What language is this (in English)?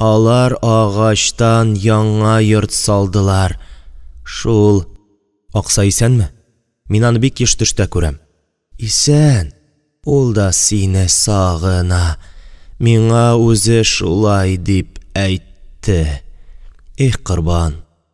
Tatar